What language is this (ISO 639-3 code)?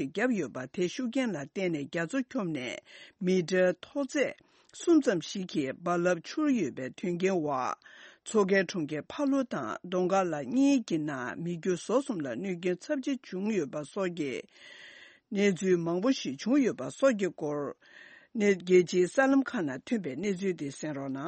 bod